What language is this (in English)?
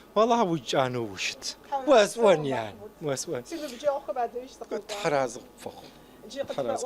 Adyghe